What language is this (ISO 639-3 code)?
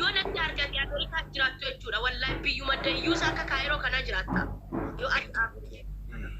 orm